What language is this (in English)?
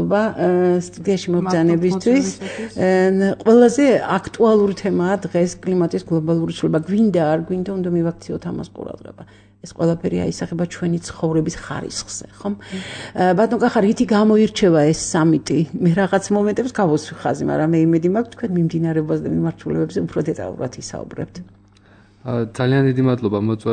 Georgian